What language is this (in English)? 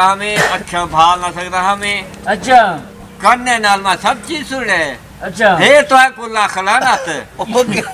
Saraiki